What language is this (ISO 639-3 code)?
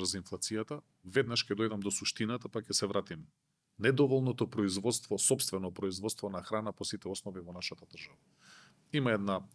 mkd